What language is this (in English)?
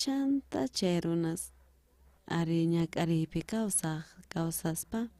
South Bolivian Quechua